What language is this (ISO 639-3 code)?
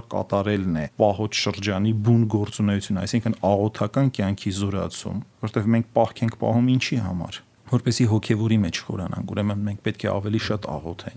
hye